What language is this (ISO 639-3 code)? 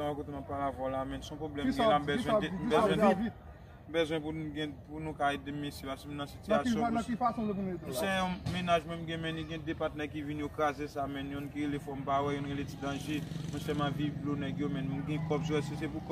hat